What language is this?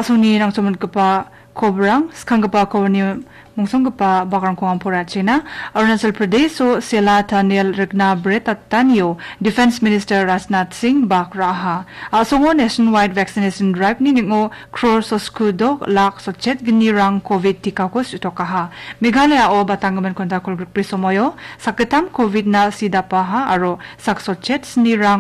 Garo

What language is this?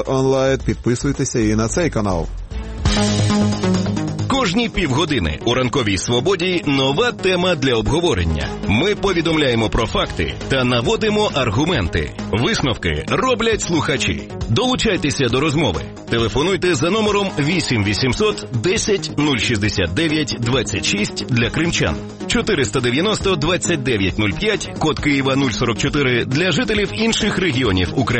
Ukrainian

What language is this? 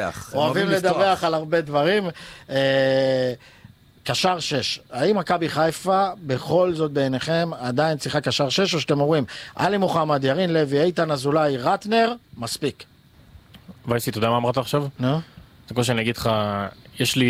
Hebrew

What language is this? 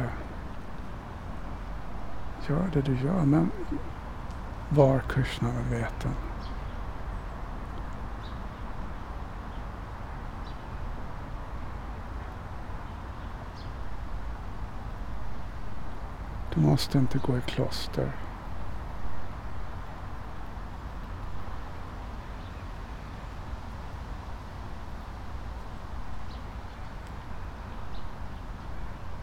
Swedish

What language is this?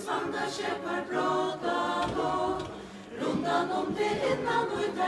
Faroese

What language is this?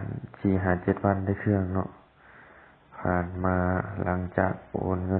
Lao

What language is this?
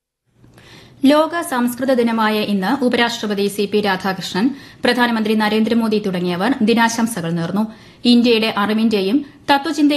Malayalam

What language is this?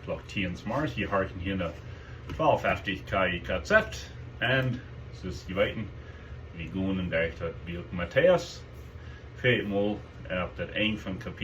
Plautdietsch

